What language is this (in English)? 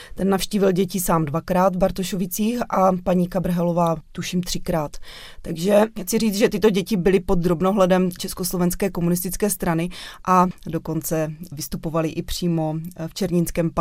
Czech